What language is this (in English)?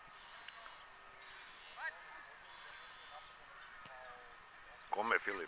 Serbian